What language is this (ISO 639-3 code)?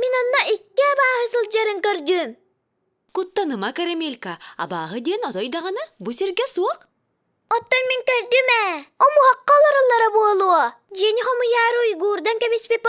sah